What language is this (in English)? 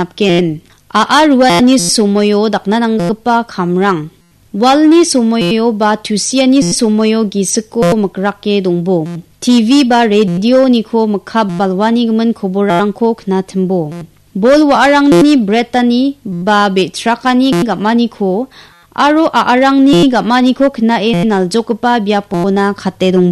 Garo